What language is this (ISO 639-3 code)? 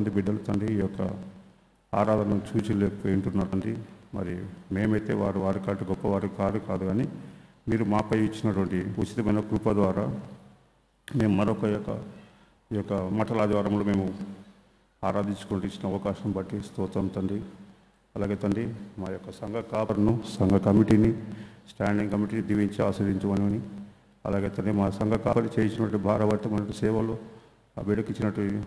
tel